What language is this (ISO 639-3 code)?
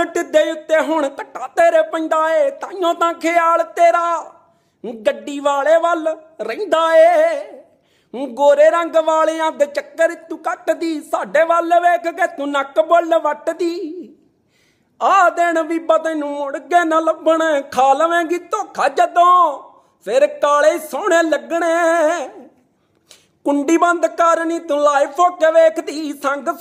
pan